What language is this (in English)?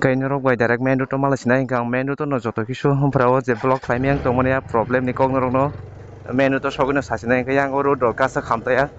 Kok Borok